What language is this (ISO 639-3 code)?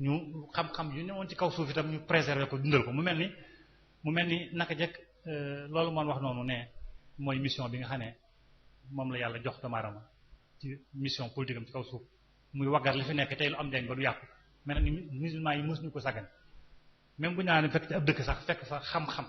wol